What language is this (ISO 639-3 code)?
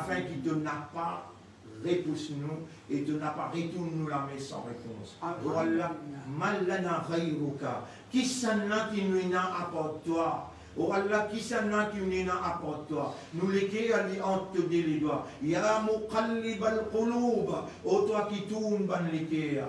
mfe